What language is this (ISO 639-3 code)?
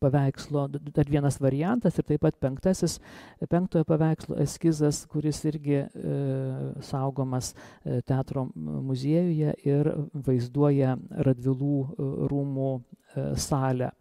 lit